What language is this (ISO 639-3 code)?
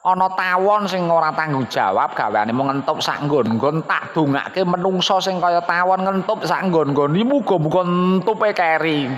jav